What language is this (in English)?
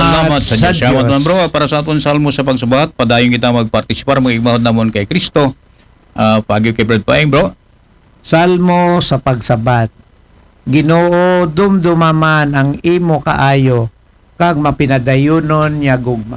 Aklanon